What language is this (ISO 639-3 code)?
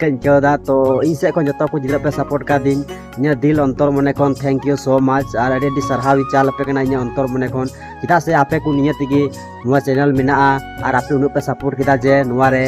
sat